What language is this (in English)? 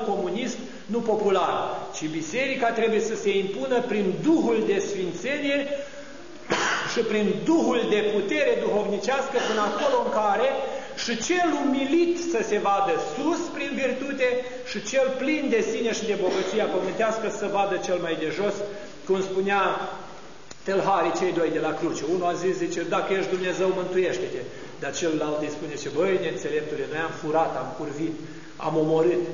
Romanian